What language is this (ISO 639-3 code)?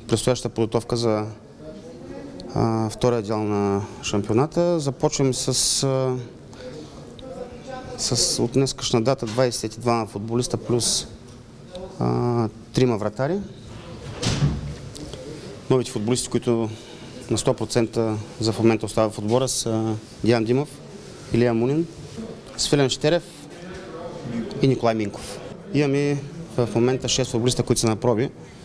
bul